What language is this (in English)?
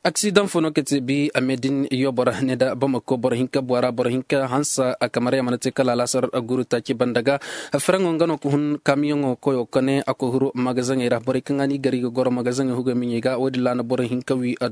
Zarma